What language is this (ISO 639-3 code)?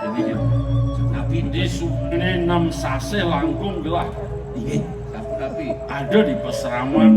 ban